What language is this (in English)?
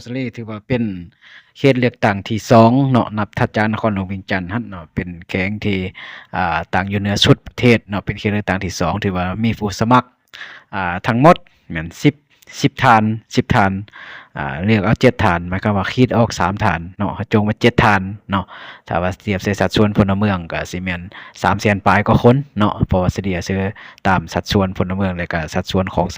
Lao